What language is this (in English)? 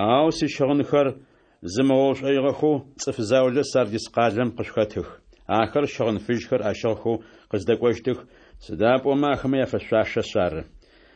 Adyghe